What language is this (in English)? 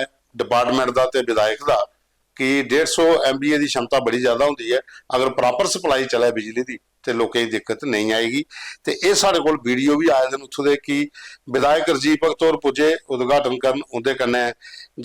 Dogri